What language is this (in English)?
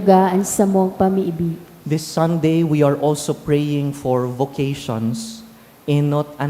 Bikol